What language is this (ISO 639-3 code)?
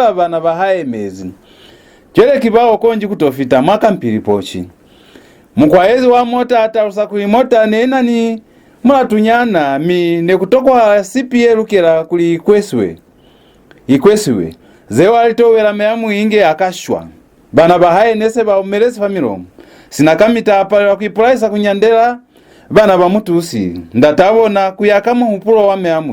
loz